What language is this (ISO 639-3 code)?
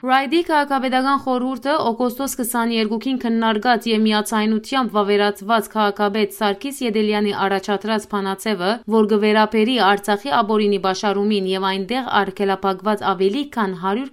hyw